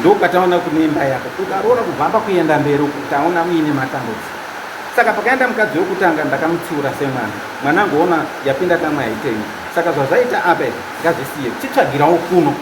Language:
Shona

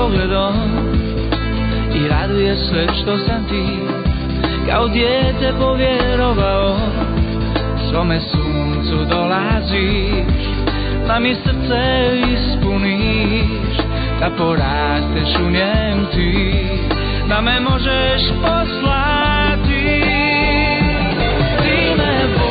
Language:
Croatian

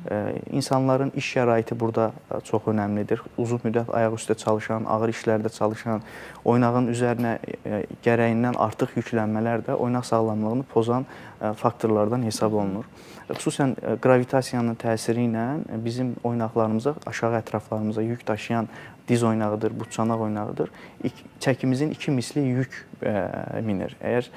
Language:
Azerbaijani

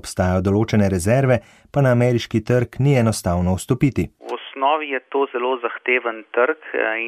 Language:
Slovenian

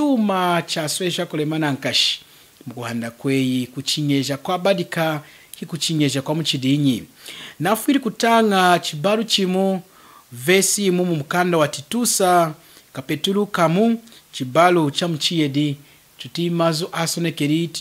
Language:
Lunda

